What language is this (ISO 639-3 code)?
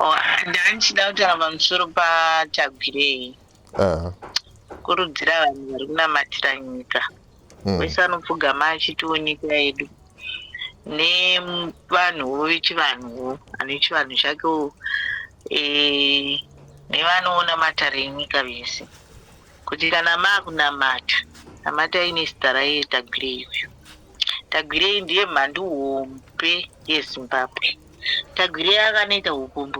sna